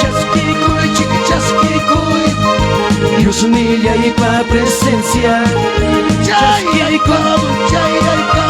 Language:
Ayacucho Quechua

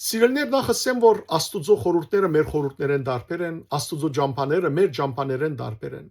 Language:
Western Armenian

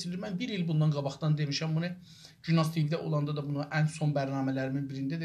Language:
South Azerbaijani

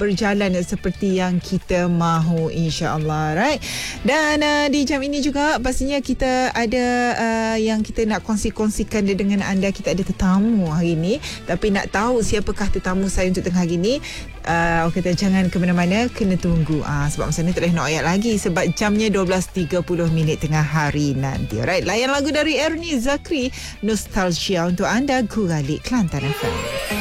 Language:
Malay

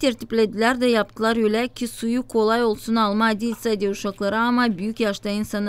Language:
Gagauz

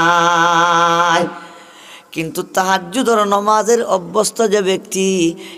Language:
Sylheti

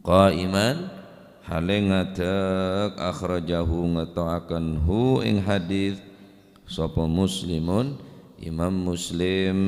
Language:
Madurese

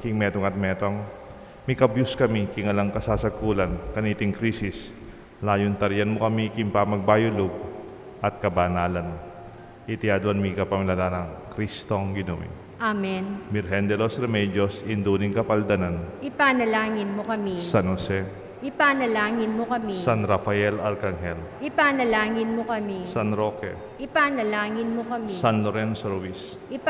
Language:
Pampanga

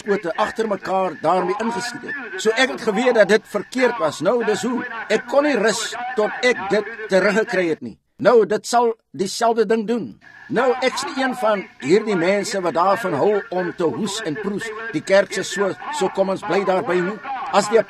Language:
Afrikaans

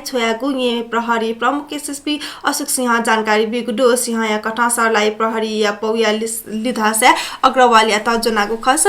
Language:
Newari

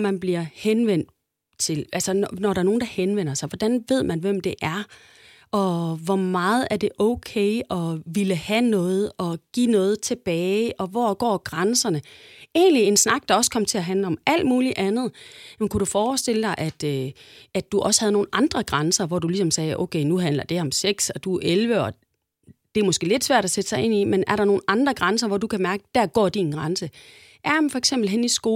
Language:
Danish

